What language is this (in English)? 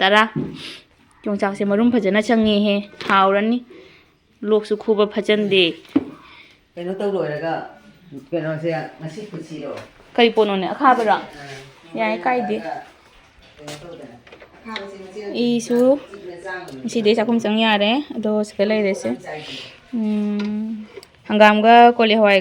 Manipuri